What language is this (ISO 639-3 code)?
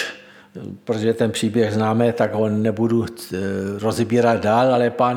ces